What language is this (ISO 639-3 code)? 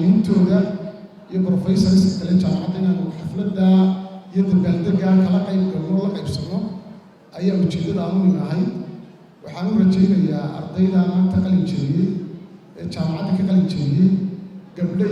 som